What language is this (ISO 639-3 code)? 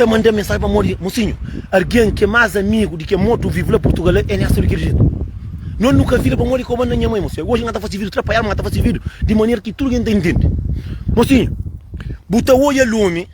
kea